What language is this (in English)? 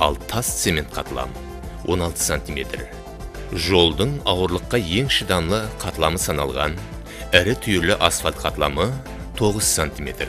Kara-Kalpak